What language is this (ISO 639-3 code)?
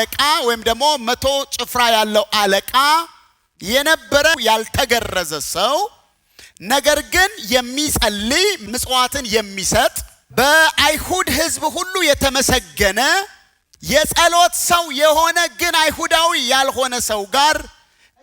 amh